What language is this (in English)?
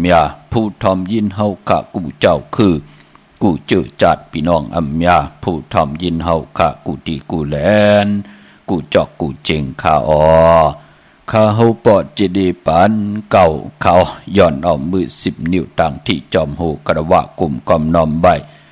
Shan